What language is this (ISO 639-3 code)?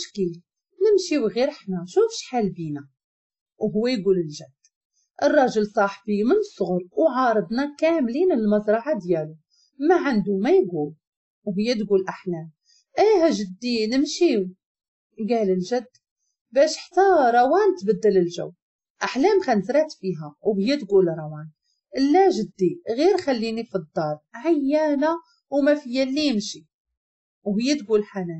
ary